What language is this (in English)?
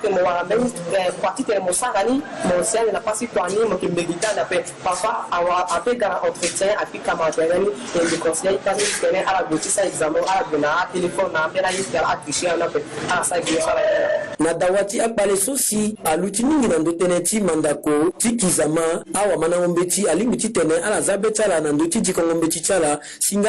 Sango